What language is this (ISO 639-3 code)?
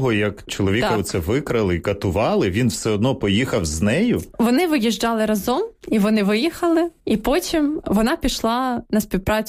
ukr